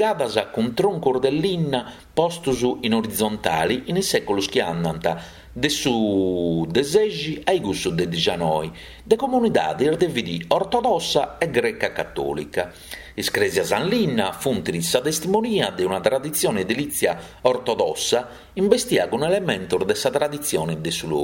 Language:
Sardinian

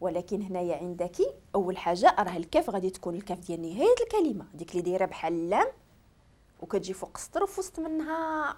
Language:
Moroccan Arabic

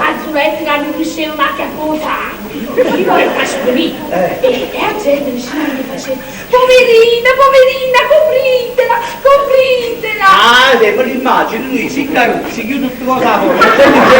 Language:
Neapolitan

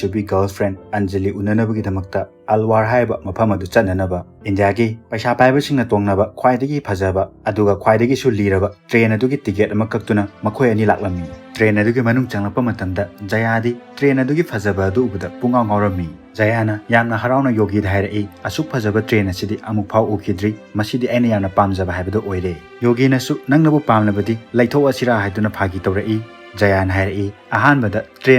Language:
Manipuri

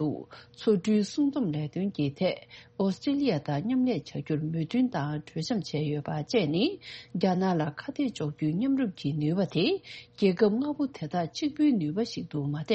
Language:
Tibetan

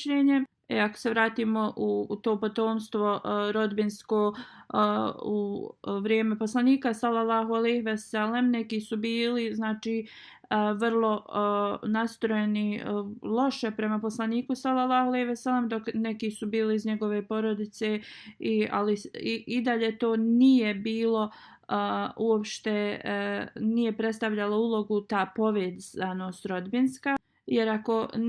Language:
Bosnian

